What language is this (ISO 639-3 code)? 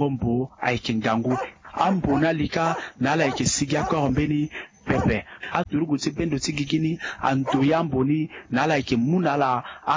sag